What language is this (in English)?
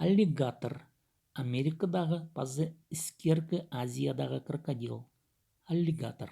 Khakas